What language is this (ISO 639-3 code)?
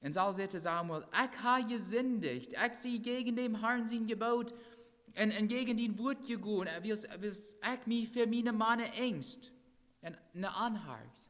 pdt